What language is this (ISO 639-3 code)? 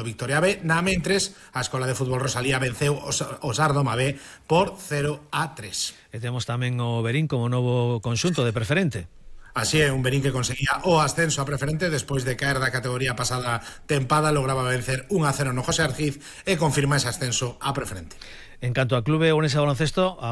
glg